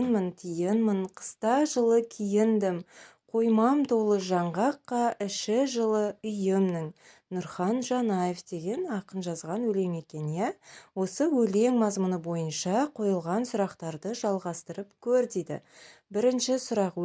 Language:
Kazakh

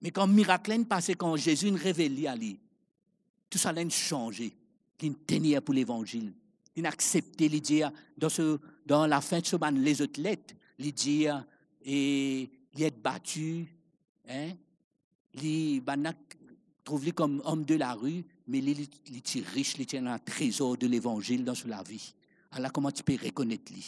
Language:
Morisyen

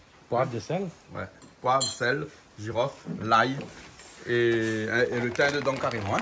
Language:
Réunion Creole French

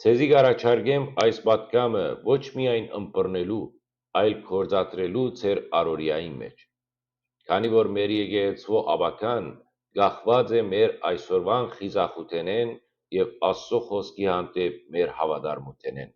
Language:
Western Armenian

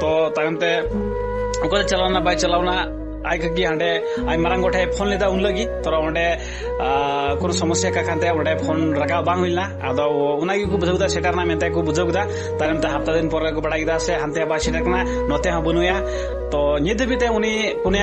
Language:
Santali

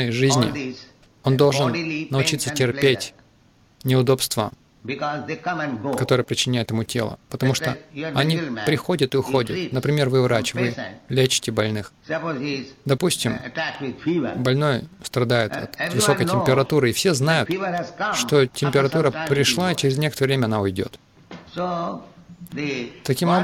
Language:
Russian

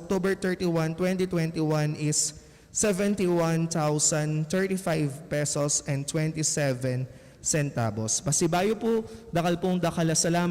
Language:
Pampanga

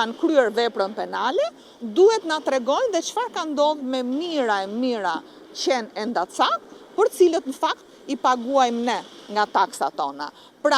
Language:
Albanian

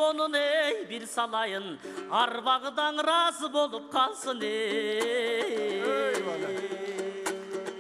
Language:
Kyrgyz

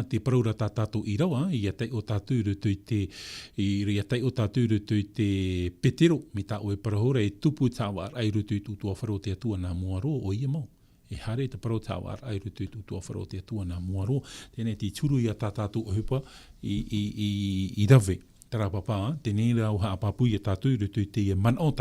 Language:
Tahitian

